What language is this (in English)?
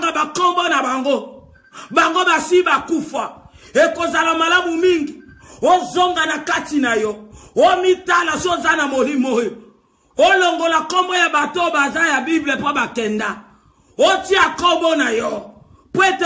Lingala